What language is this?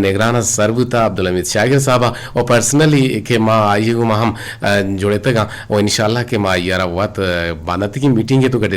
Eastern Balochi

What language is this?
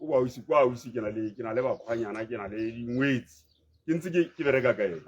Tswana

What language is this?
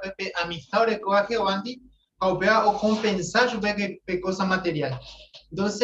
Guarani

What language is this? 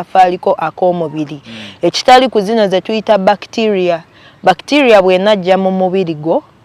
Ganda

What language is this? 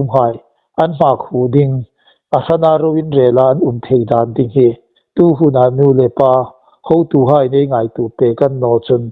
Hmar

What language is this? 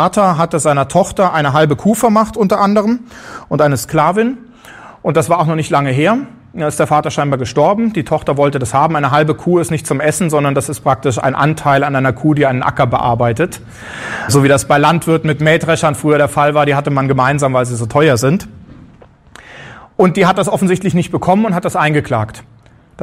German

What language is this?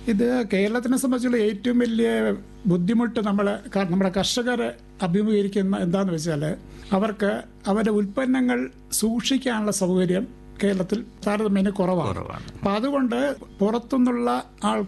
Malayalam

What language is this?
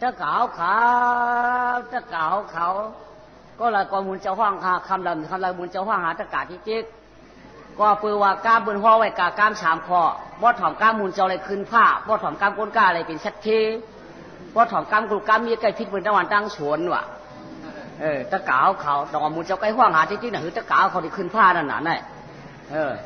Shan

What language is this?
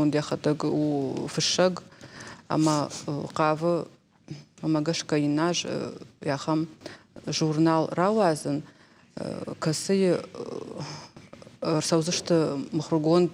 Ossetic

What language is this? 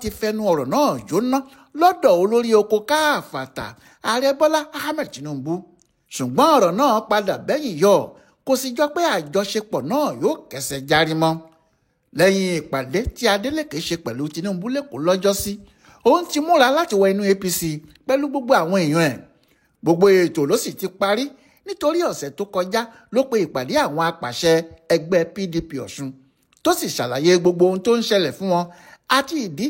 Yoruba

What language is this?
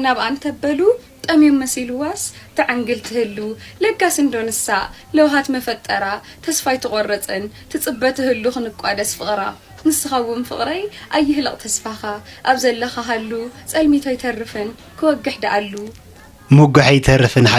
Tigrinya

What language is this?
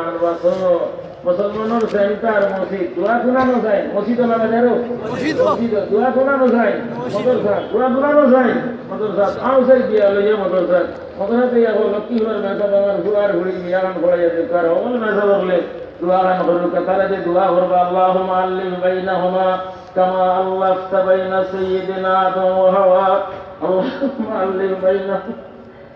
Sylheti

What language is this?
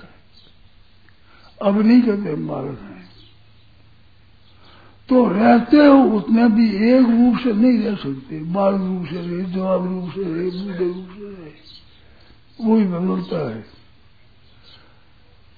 Hindi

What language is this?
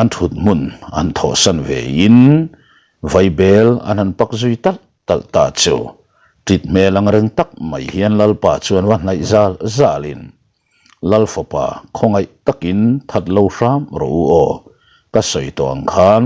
Mizo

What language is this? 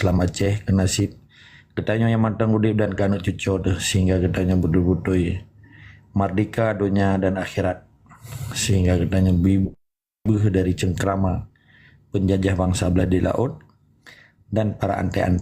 Achinese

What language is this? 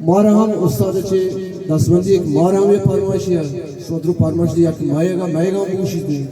Baluchi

